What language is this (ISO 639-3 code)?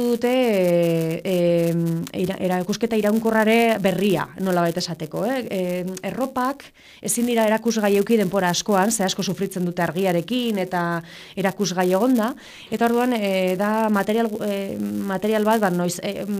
eus